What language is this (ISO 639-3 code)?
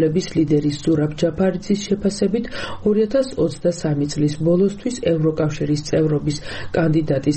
kat